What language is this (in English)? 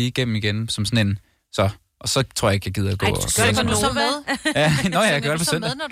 Danish